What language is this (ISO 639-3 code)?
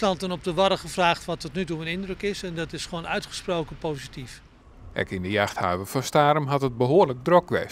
fry